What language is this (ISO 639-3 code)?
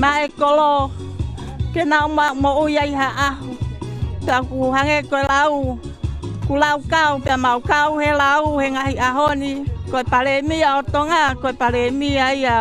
ton